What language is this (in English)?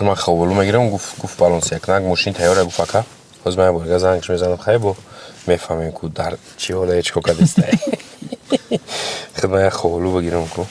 Tajik